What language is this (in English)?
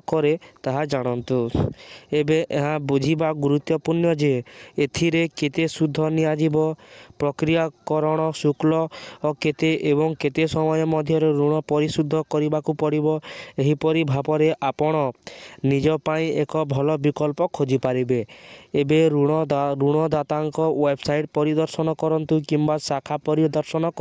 Odia